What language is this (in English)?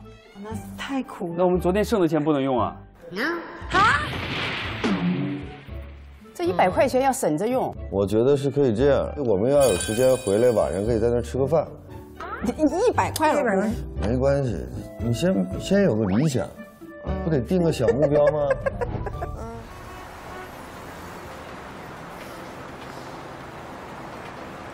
Chinese